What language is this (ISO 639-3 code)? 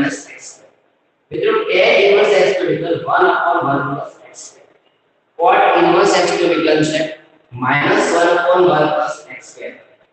guj